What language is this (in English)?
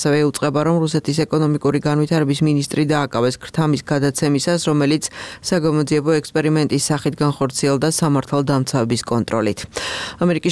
Georgian